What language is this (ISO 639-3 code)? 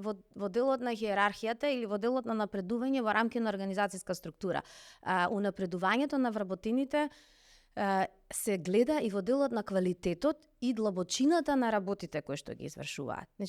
mkd